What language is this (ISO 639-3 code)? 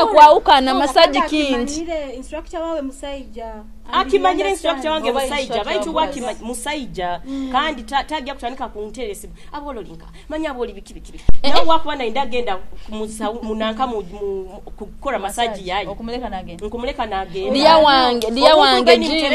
nyo